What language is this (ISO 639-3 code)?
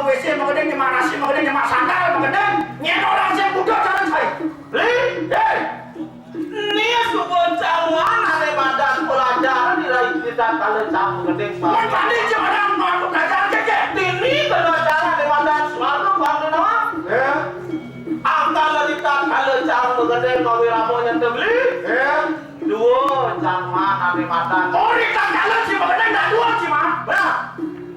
ban